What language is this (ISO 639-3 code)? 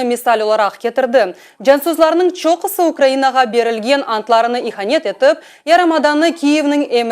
crh